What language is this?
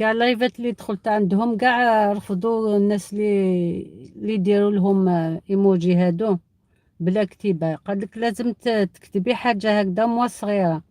Algerian Arabic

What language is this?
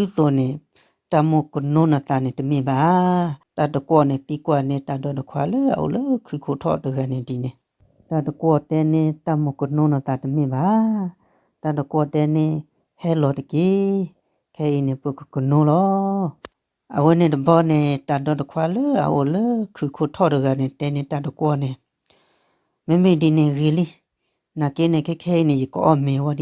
S'gaw Karen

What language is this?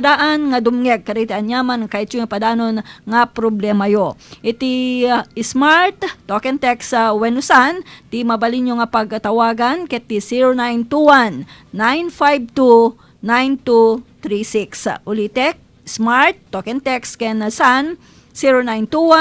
Iloko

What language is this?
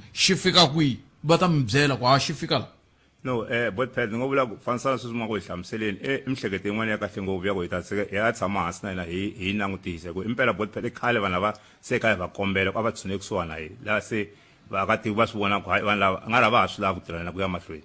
Tsonga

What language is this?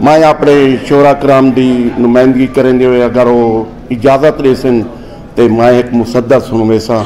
Saraiki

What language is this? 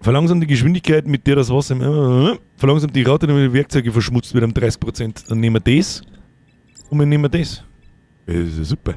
Bavarian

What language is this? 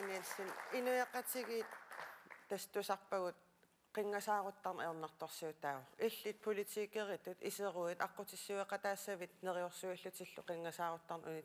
Kalaallisut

